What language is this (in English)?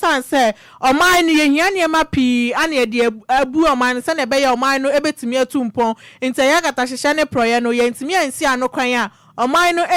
Akan